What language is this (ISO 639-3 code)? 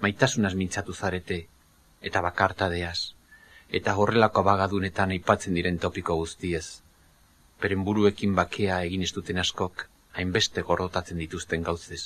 eus